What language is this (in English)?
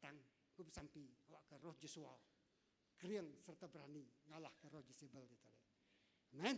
Iban